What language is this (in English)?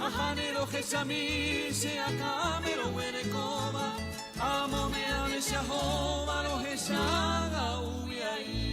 Guarani